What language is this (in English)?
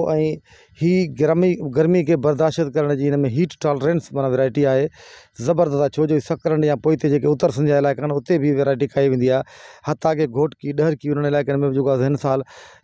Sindhi